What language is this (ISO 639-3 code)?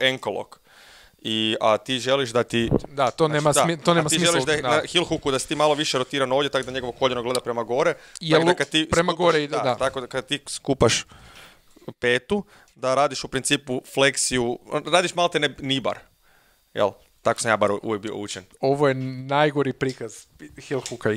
hrv